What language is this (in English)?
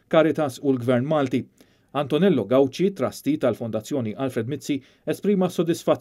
Maltese